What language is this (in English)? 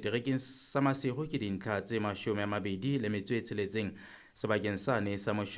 Southern Sotho